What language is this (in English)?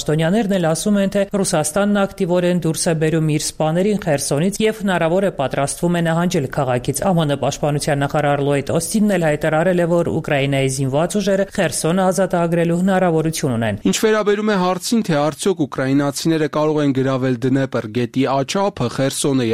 Armenian